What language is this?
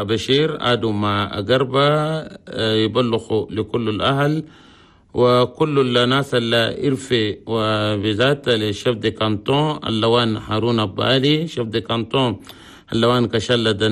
Chadian Arabic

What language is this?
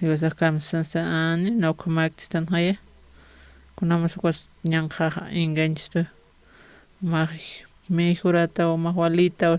Aymara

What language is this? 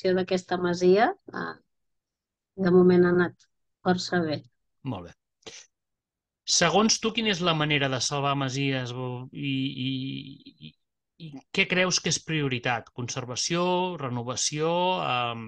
Catalan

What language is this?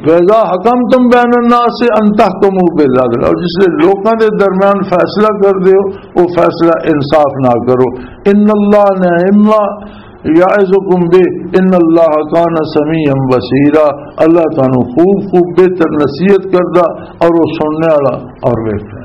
Western Panjabi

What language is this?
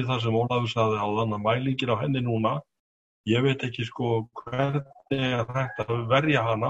Icelandic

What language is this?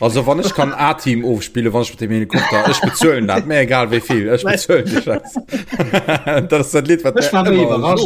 Luxembourgish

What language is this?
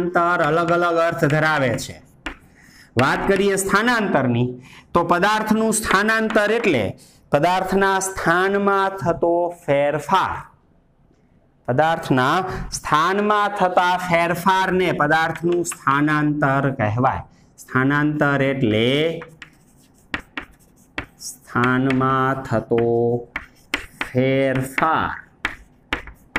Gujarati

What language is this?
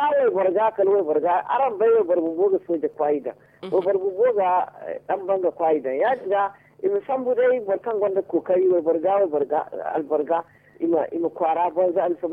Zarma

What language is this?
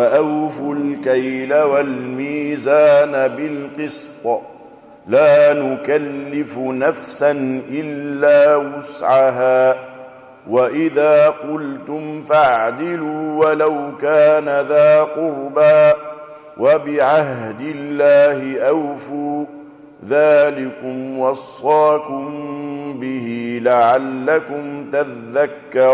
Arabic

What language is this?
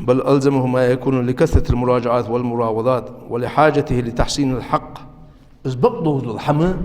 Ingush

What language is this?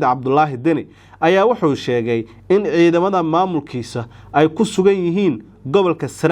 Somali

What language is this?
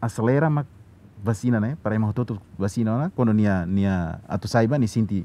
Tetum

